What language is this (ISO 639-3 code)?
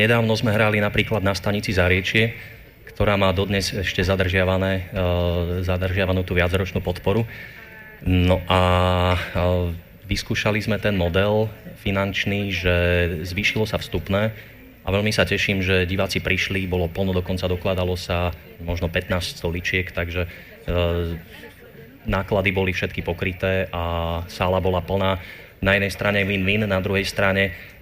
slk